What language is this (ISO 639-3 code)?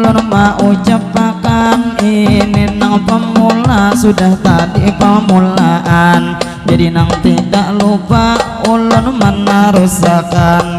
bjn